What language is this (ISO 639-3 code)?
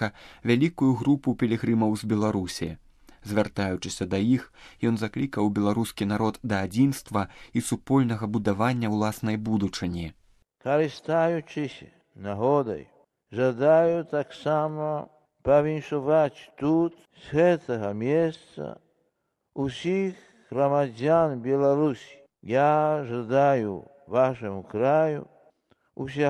bel